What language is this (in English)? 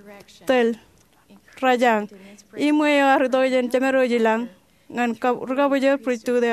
Marshallese